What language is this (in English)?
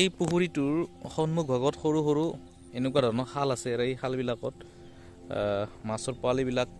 Assamese